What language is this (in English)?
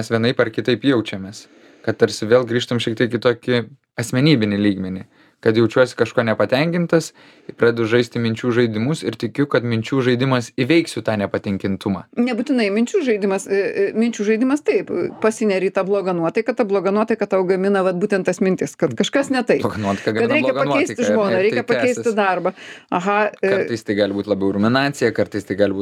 Lithuanian